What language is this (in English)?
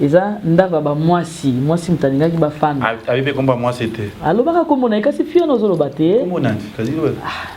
Lingala